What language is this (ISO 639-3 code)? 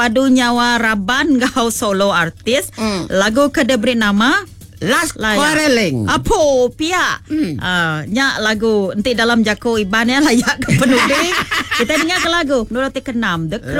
iba